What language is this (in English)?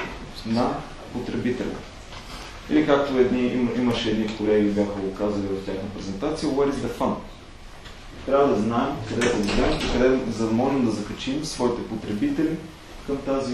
Bulgarian